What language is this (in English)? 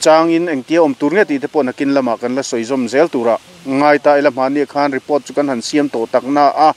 Mizo